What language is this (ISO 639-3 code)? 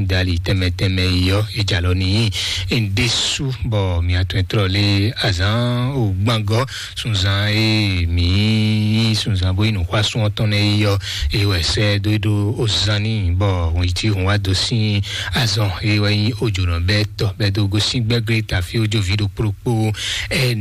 fon